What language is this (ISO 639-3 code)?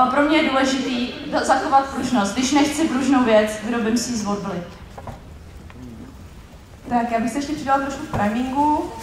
ces